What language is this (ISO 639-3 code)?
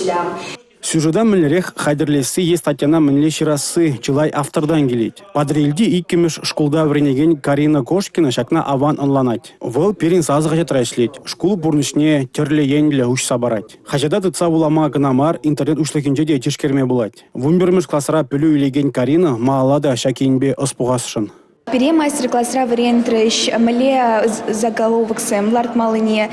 chv